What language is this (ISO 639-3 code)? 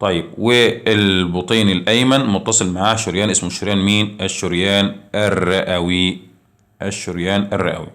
arz